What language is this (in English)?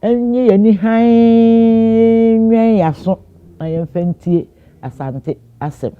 Akan